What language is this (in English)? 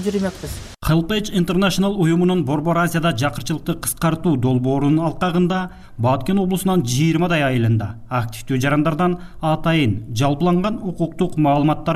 Kyrgyz